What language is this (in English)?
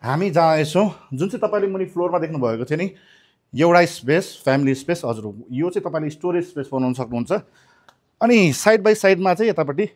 Nepali